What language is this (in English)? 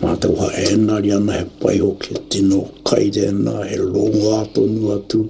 Māori